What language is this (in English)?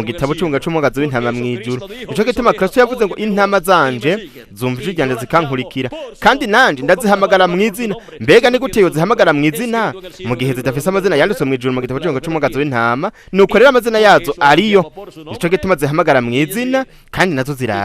Rundi